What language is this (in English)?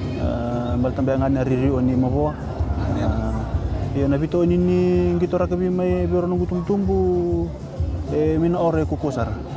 Fijian